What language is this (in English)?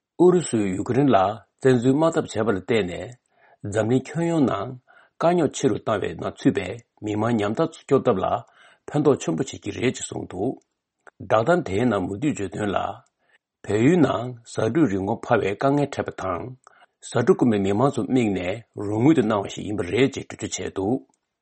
Latvian